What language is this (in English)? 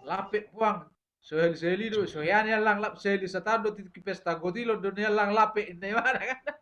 Batak Toba